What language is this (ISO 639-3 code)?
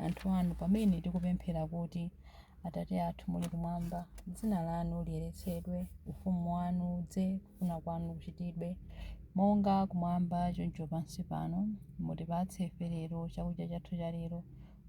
nya